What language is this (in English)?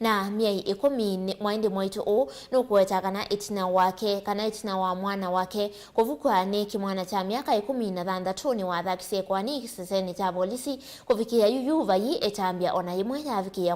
Kamba